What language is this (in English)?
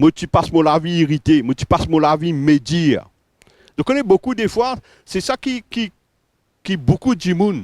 Morisyen